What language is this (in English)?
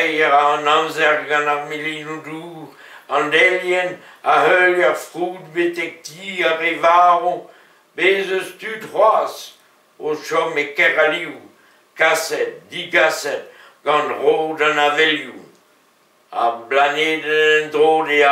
Breton